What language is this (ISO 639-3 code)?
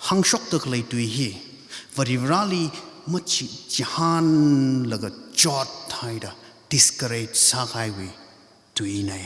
nmf